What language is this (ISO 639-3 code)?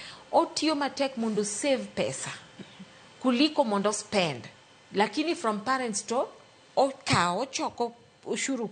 luo